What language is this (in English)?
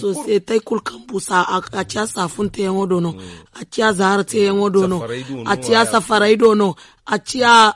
Zarma